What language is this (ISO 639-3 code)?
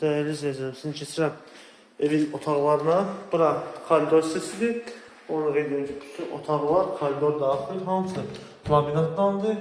aze